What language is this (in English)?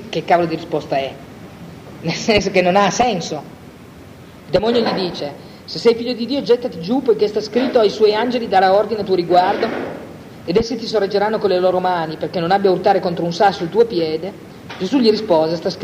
Italian